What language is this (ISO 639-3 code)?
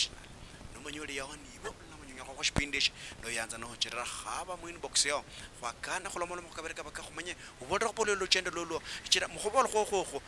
luy